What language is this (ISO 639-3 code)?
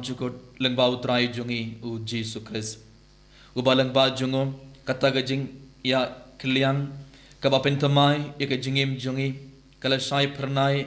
kha